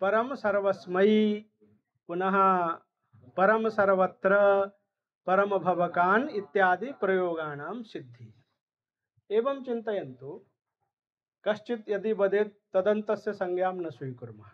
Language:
Sanskrit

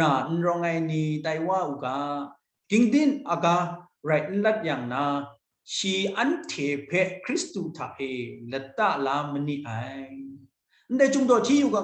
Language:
Kachin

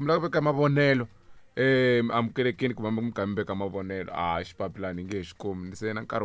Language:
Tsonga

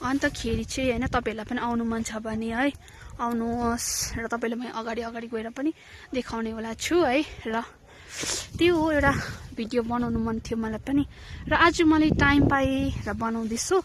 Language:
Nepali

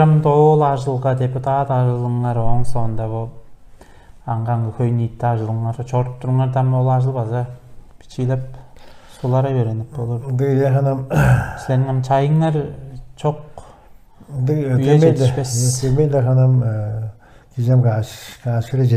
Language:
Tuvinian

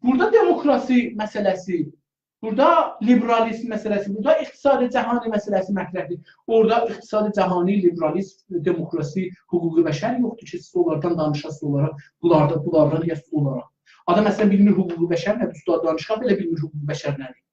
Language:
South Azerbaijani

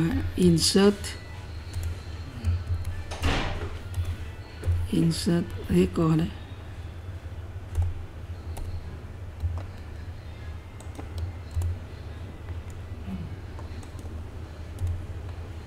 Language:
Vietnamese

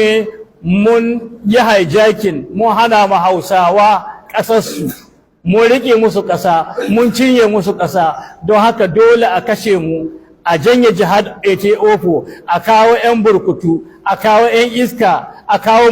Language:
Hausa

